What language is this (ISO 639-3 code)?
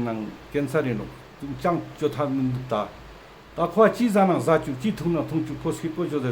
lbj